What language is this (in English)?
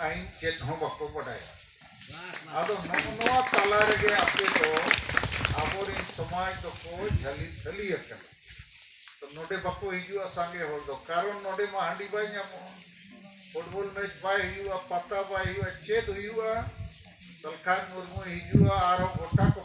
Santali